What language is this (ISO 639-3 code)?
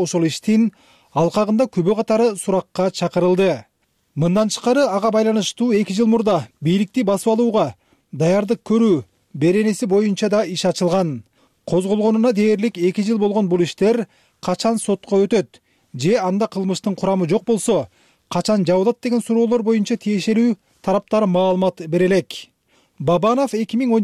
kir